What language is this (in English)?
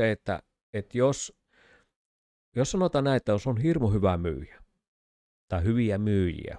Finnish